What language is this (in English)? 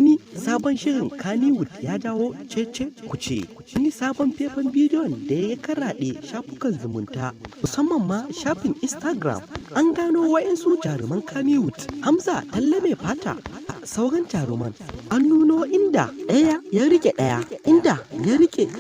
Hausa